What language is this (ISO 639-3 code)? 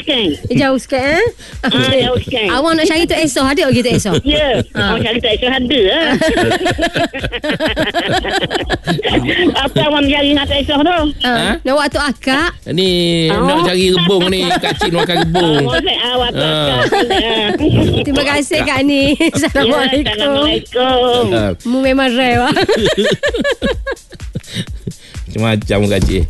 msa